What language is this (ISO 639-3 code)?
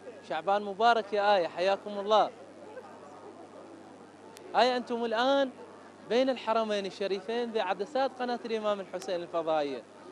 ara